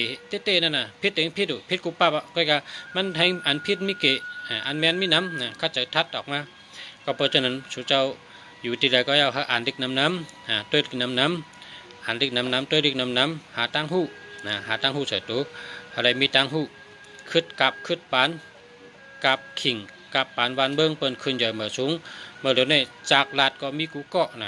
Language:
Shan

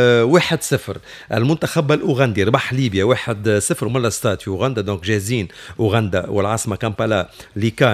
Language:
Tunisian Arabic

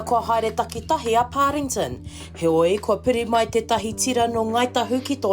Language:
Māori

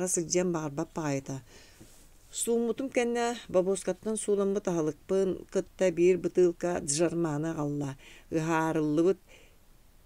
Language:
Yakut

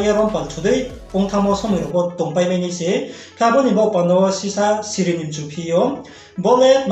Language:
Riang (India)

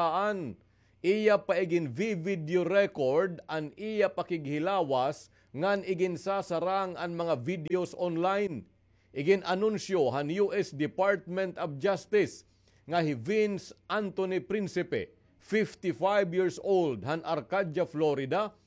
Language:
Waray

